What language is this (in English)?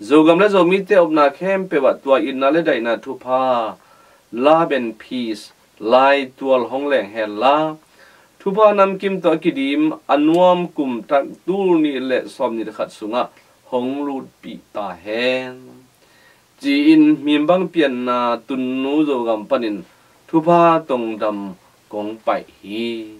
Tedim Chin